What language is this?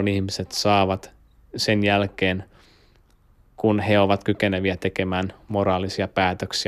Finnish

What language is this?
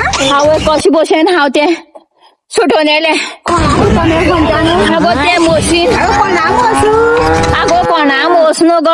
Konkani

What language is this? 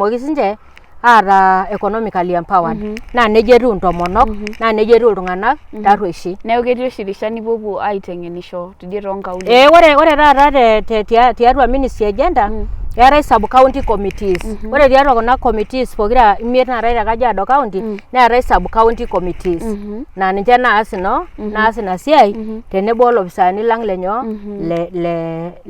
Masai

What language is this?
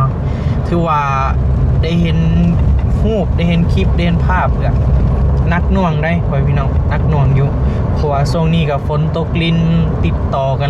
Lao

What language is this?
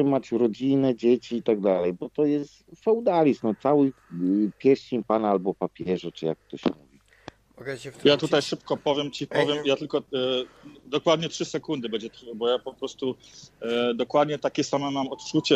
Polish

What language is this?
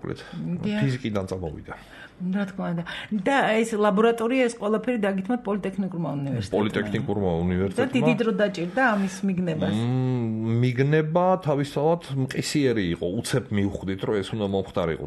Georgian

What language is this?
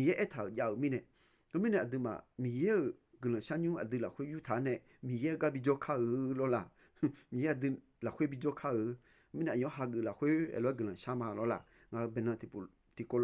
Akha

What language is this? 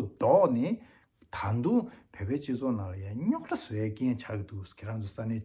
Tibetan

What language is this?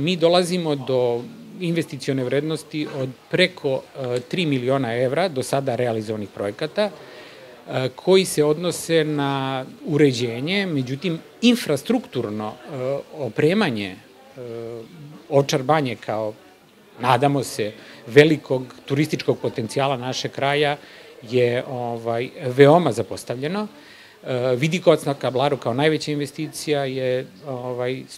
Serbian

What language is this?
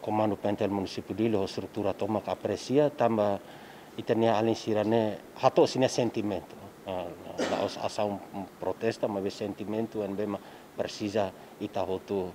Tetum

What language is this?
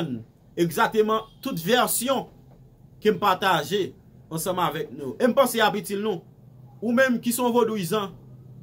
Haitian Creole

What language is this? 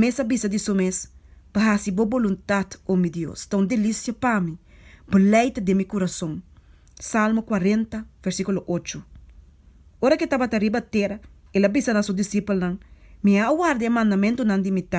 Papiamento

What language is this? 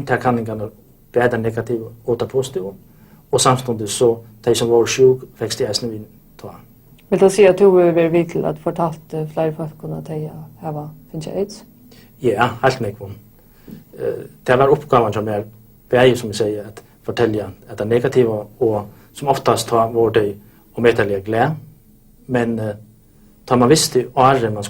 Faroese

